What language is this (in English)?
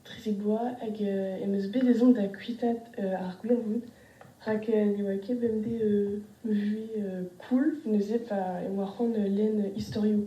Breton